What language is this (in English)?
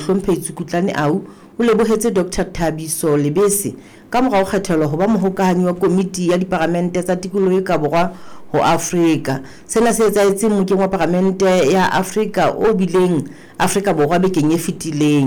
Southern Sotho